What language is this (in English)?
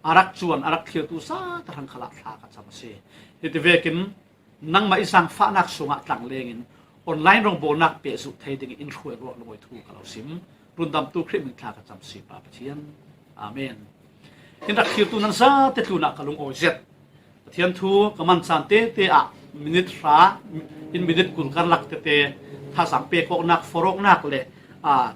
Falam Chin